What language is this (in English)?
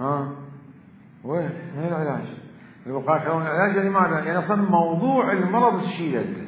Mesopotamian Arabic